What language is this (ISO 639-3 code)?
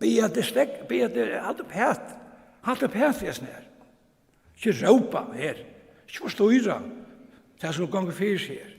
fao